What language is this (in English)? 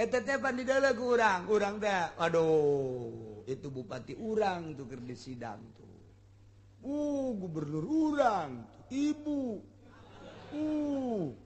Sundanese